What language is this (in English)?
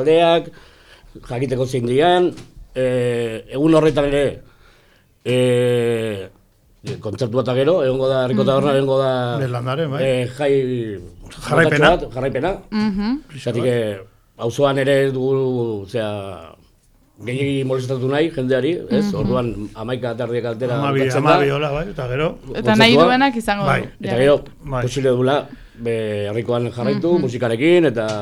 Basque